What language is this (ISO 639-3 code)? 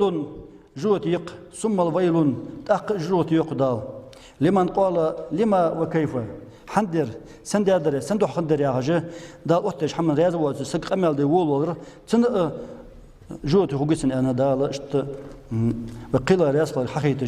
inh